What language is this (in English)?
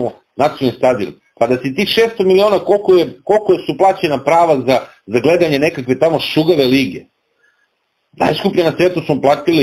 Serbian